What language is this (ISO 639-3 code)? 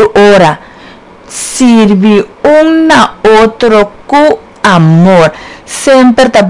pap